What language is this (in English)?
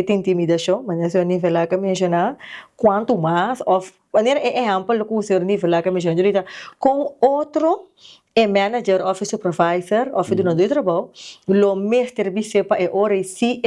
Papiamento